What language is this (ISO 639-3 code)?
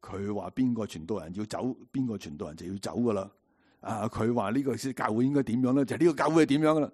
yue